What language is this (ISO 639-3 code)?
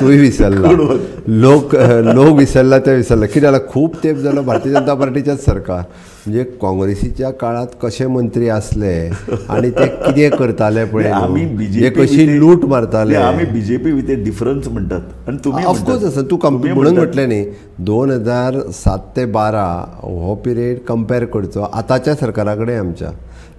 kok